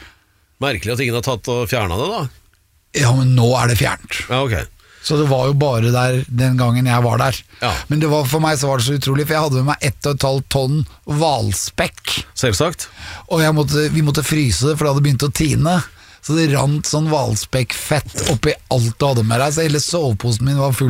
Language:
Norwegian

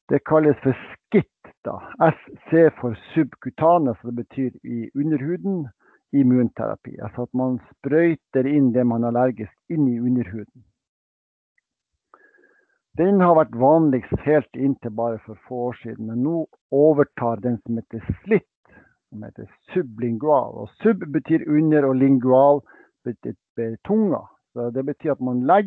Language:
Norwegian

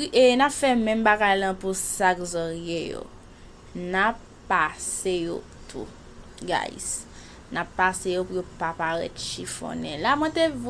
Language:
Haitian Creole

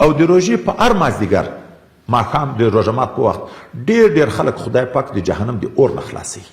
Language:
Pashto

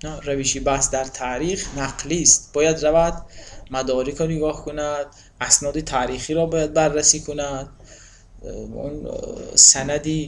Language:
Tajik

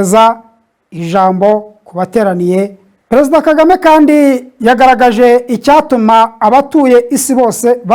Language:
Kinyarwanda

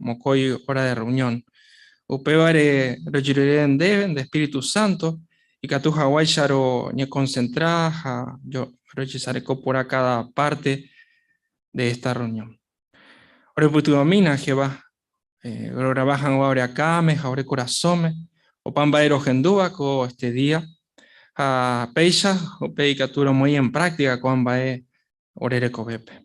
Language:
Guarani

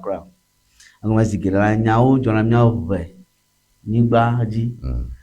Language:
Ewe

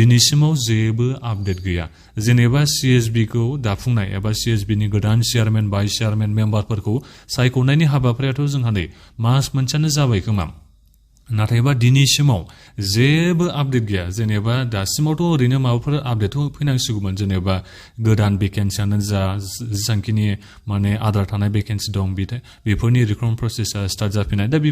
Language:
Bodo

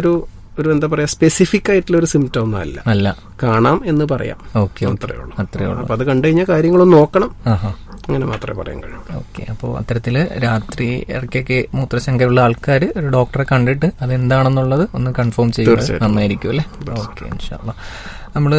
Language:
Malayalam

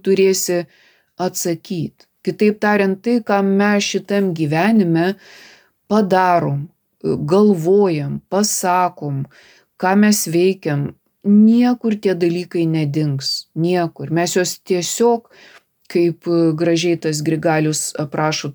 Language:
Lithuanian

